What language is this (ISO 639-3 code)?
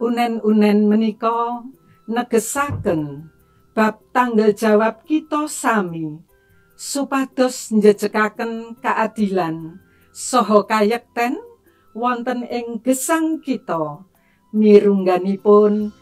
jav